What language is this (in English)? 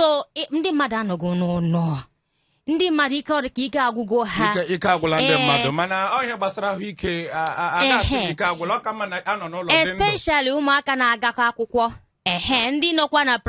Igbo